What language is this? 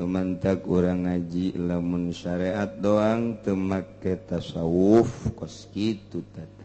Sundanese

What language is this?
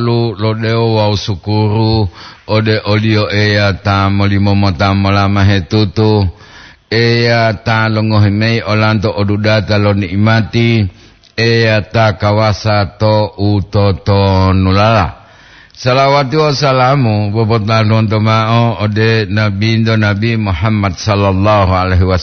Gorontalo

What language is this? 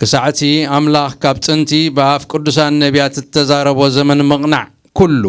Tigrinya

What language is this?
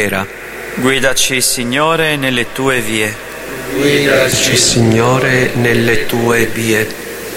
Italian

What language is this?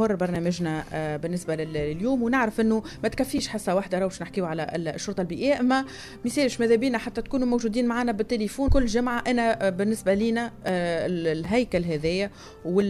Tunisian Arabic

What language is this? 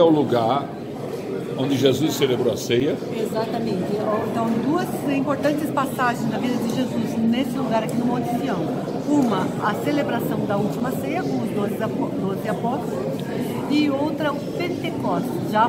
Portuguese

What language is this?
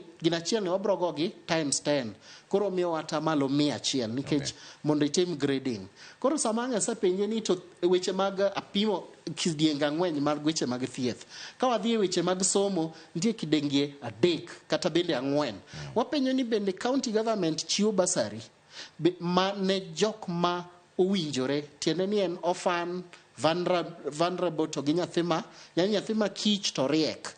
Luo (Kenya and Tanzania)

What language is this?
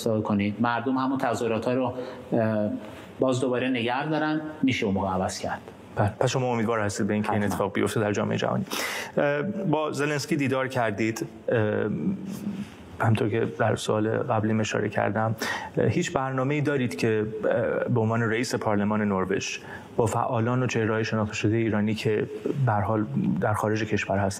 Persian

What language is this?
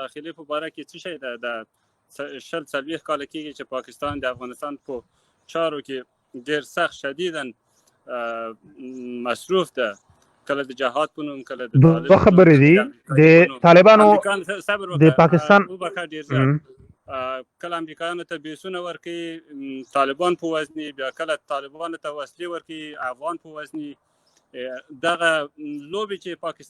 Pashto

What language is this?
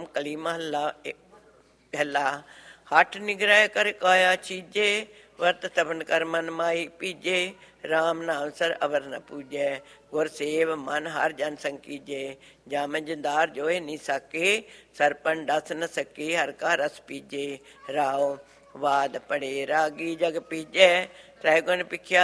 Punjabi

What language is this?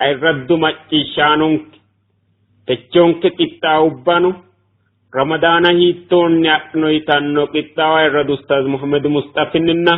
Sidamo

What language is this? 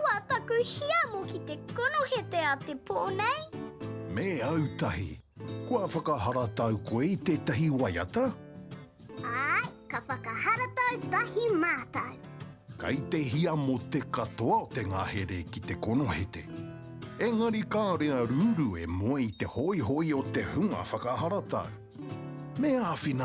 Māori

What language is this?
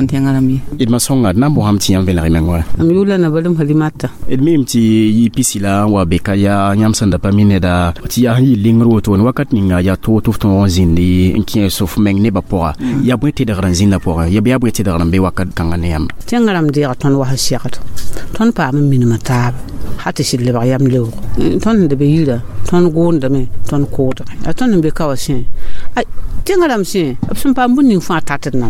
Mossi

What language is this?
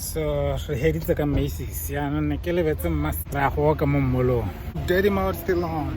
Tswana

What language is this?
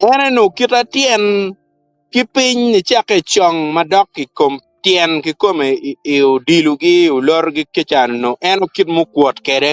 Acoli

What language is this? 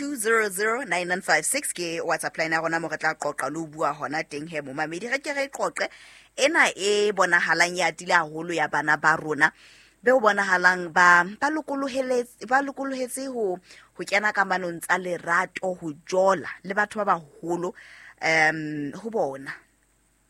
Southern Sotho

